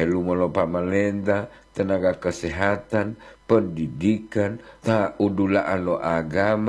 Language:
Gorontalo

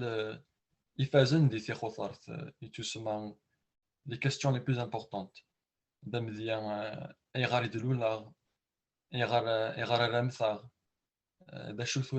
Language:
Kabyle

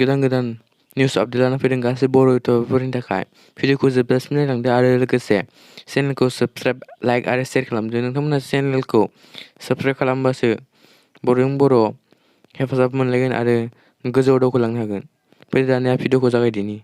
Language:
Bodo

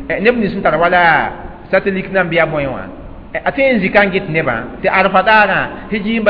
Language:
Mossi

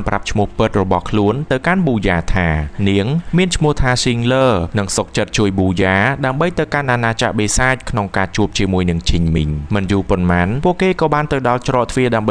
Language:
Khmer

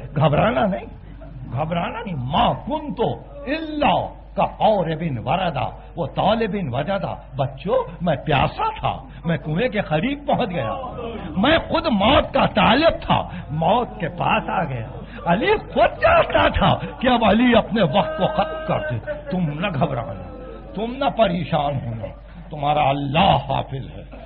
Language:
Urdu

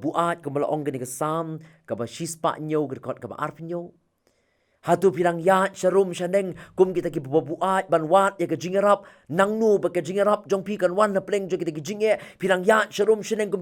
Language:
Khasi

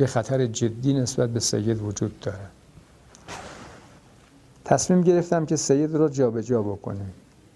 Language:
Persian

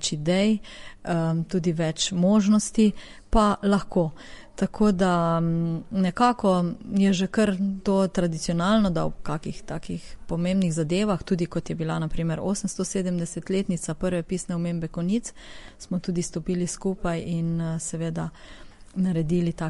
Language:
Slovenian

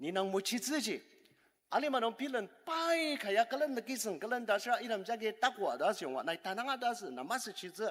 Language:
Ao Naga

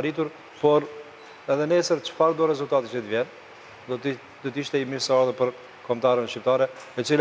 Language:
Albanian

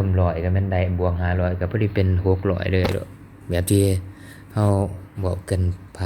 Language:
Lao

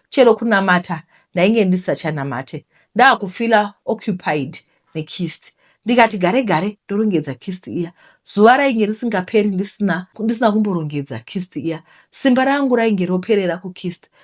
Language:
Shona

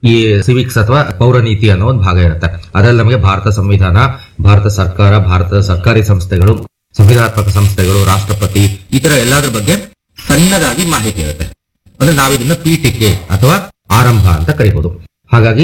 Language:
Kannada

